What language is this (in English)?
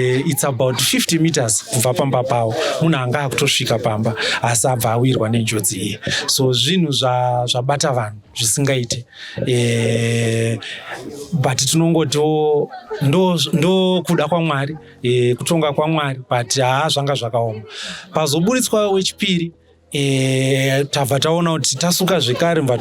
Shona